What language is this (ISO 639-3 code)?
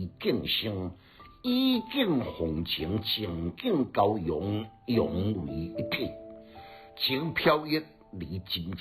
nan